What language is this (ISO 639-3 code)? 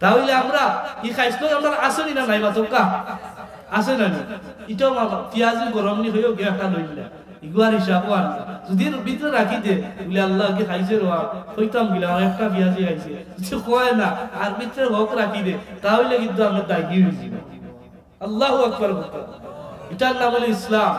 syl